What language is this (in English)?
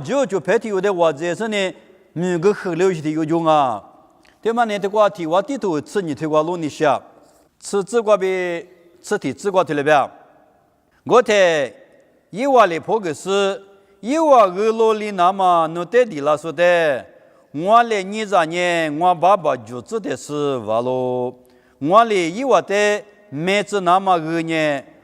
Lisu